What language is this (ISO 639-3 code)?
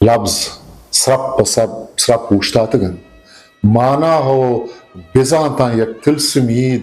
bgp